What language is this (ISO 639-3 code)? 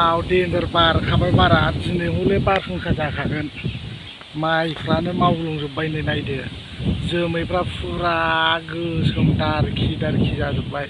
brx